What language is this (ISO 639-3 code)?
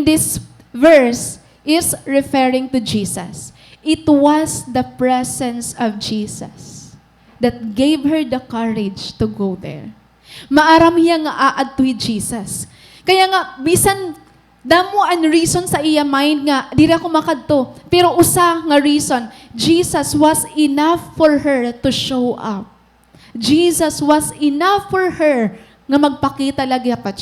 war